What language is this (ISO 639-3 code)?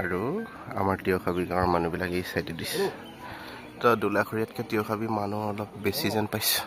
asm